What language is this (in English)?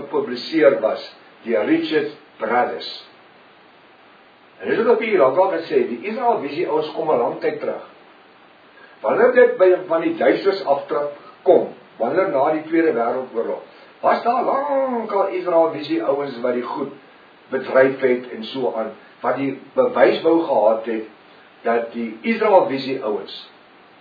Afrikaans